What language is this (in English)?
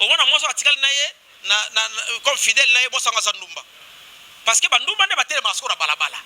Lingala